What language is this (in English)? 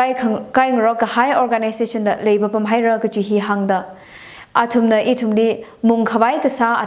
Tangkhul Naga (India)